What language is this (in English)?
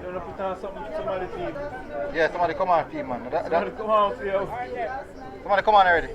Jamaican Creole English